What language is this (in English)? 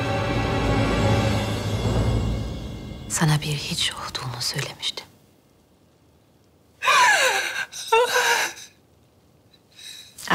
Turkish